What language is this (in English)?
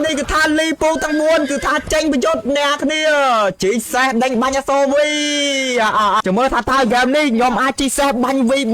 Khmer